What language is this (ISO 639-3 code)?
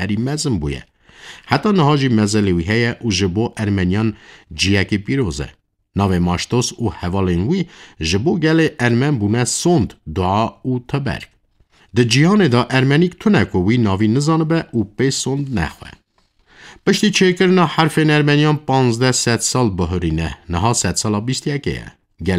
kur